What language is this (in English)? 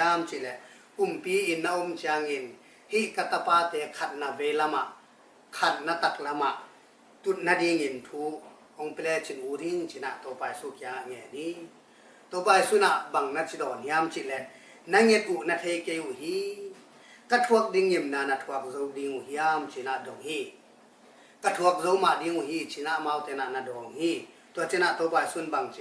Tedim Chin